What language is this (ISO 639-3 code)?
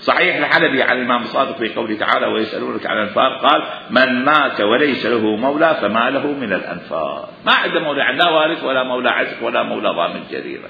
acm